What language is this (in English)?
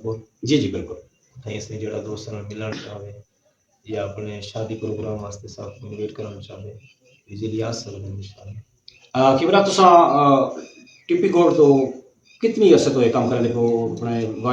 Saraiki